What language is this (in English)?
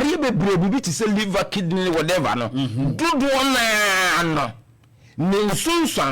Akan